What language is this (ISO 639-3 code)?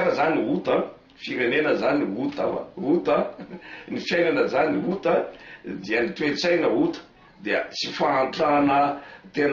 mlg